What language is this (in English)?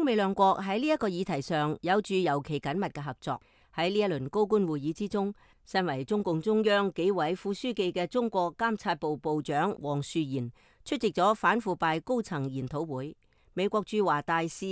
Cantonese